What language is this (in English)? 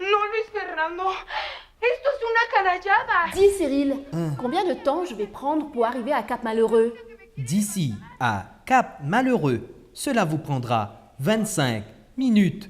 Morisyen